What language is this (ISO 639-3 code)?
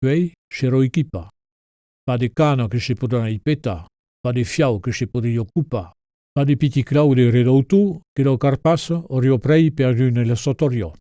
oci